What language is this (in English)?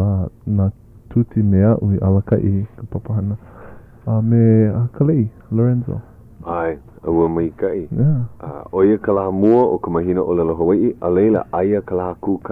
Hawaiian